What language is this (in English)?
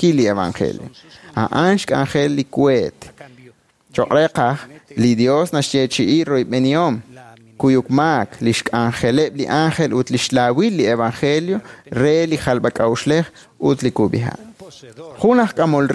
Kekchí